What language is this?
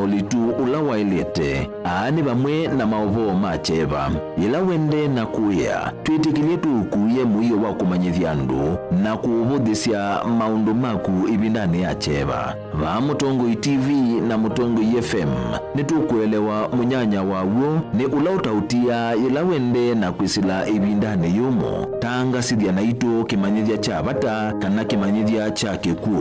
Kamba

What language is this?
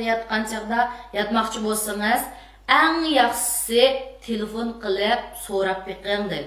Uyghur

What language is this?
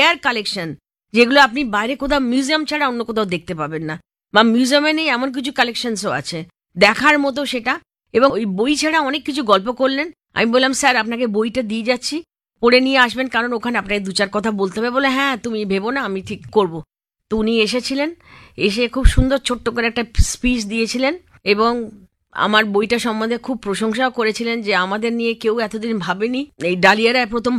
Bangla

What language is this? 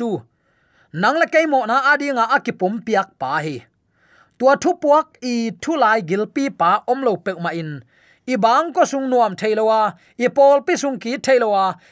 Tedim Chin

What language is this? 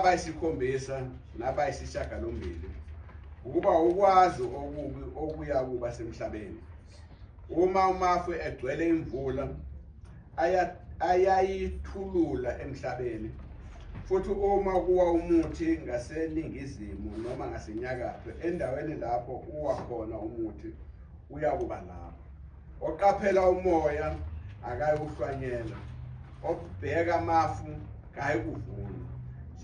Zulu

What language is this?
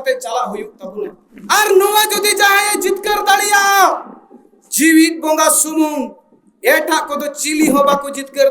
Santali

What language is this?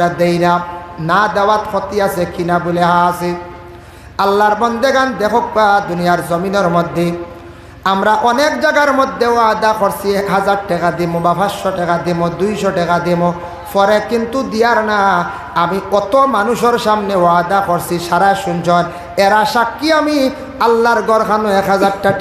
Sylheti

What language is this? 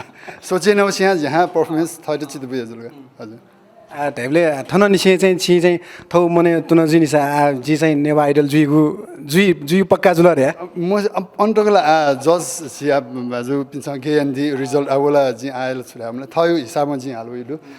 Newari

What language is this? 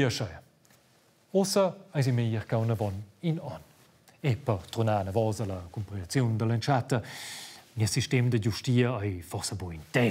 Romansh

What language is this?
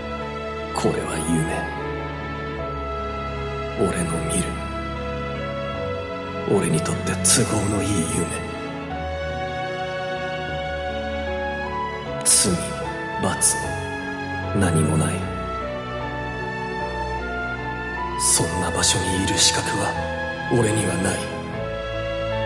Japanese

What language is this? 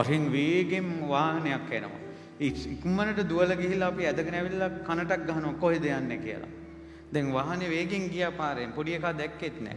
Sinhala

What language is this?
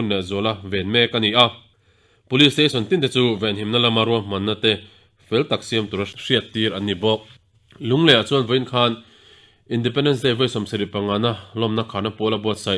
Mizo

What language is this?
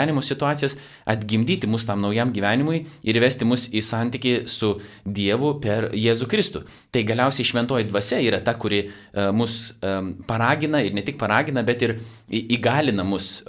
Lithuanian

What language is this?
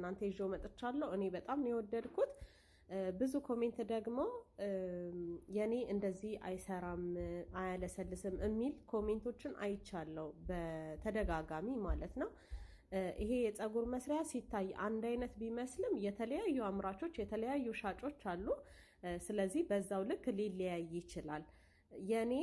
Amharic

